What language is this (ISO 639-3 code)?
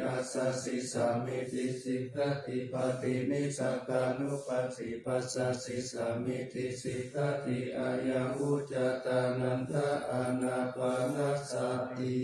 pli